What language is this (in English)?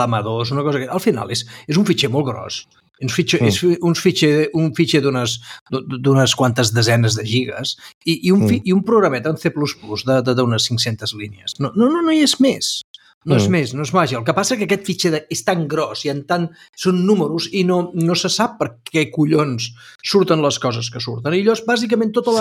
Catalan